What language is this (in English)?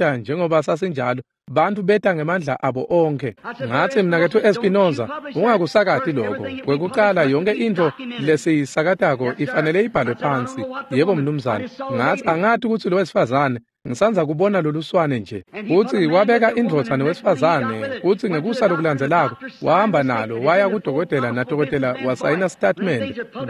Swati